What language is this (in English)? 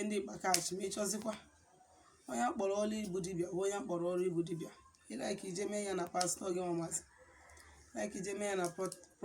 Igbo